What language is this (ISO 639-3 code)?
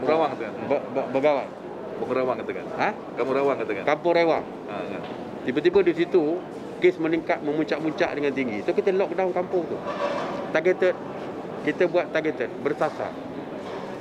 msa